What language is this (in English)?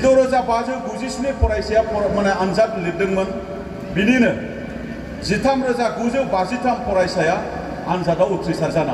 Bodo